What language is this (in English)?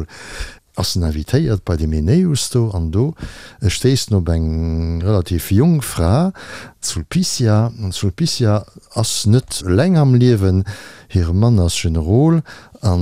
Luxembourgish